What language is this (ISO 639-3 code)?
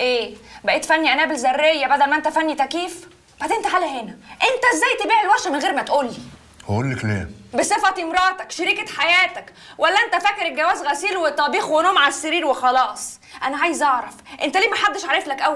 arz